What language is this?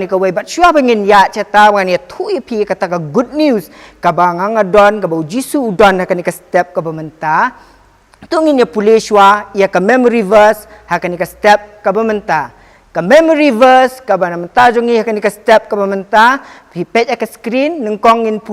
Khasi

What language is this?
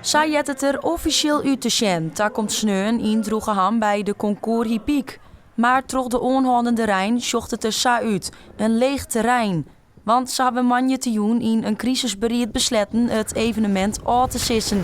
Western Frisian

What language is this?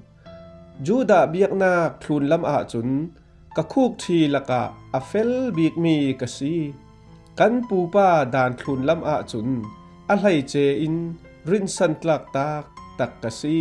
Falam Chin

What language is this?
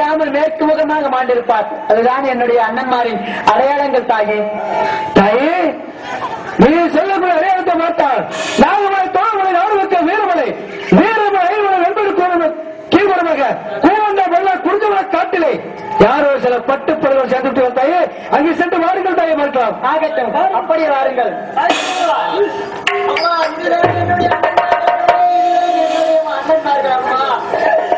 Tamil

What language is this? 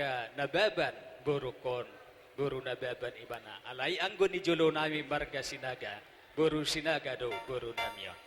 Batak Toba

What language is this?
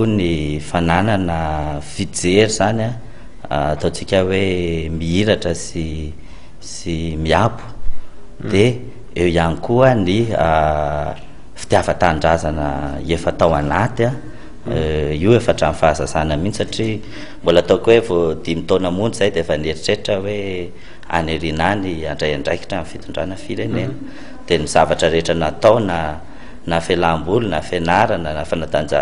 Malagasy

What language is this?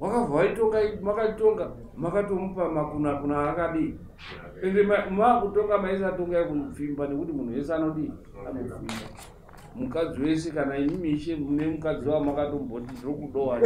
Shona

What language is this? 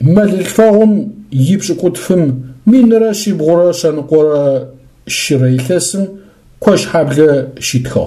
Adyghe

